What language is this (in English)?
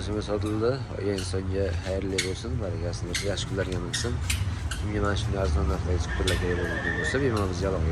Uzbek